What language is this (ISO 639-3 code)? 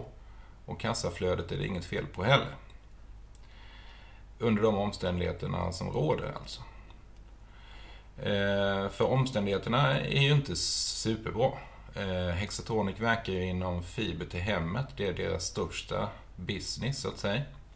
swe